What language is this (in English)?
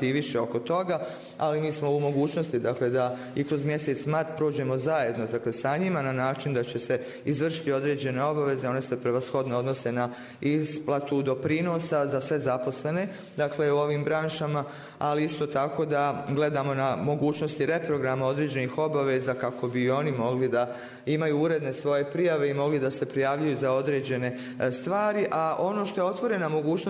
Bosnian